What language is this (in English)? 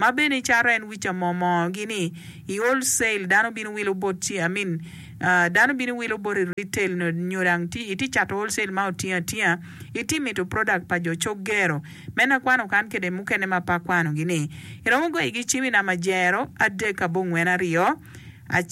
Acoli